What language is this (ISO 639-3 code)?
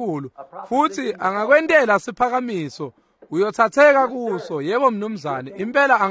ssw